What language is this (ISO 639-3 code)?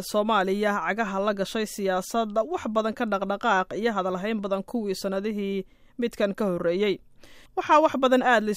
som